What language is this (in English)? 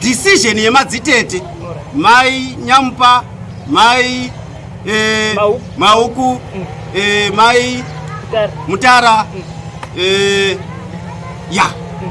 Shona